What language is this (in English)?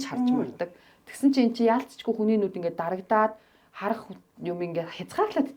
Mongolian